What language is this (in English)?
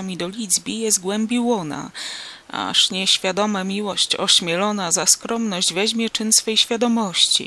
Polish